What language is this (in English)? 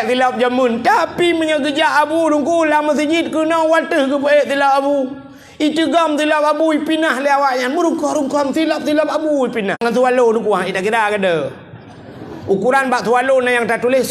Achinese